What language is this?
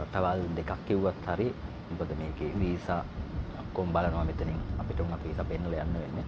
Sinhala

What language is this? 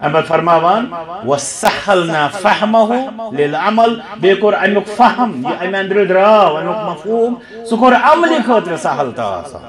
Kashmiri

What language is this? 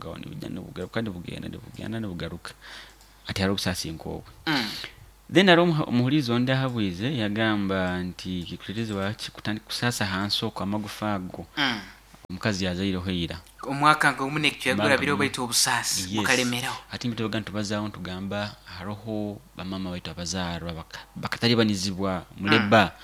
Nyoro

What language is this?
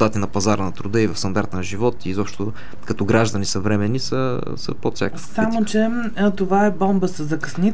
Bulgarian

